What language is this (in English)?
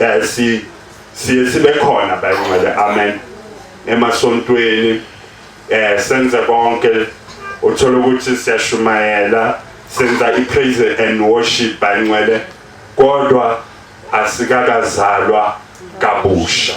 Zulu